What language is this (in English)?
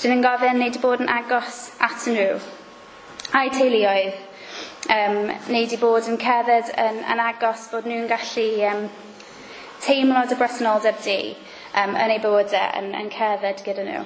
Welsh